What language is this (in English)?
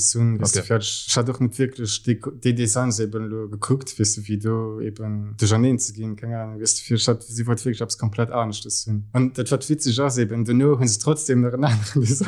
Luxembourgish